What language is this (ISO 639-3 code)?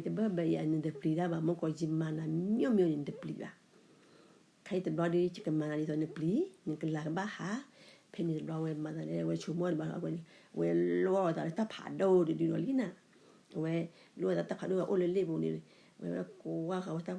ksw